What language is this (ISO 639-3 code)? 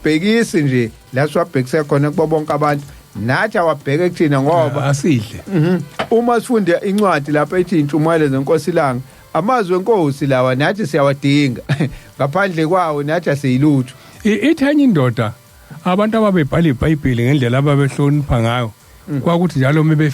zul